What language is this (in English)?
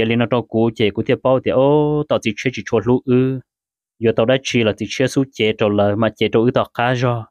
Hmong